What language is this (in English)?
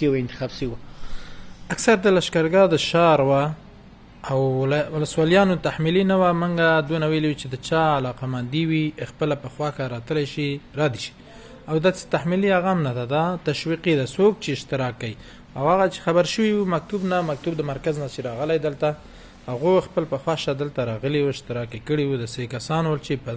Pashto